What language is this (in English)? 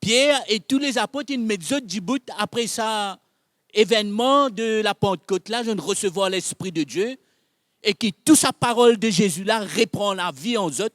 Morisyen